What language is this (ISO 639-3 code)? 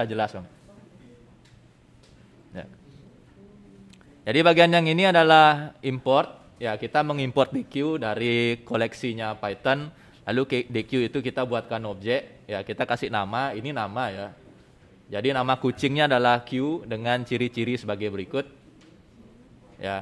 ind